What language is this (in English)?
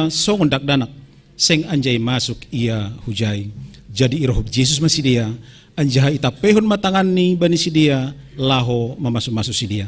Batak Simalungun